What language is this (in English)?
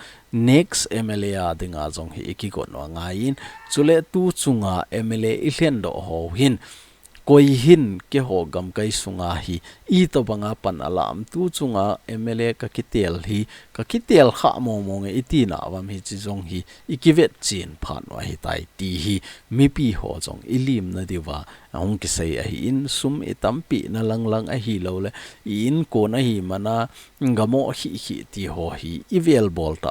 Thado Chin